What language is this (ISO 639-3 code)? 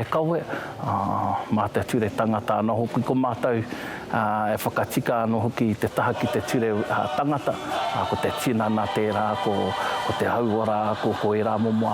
mri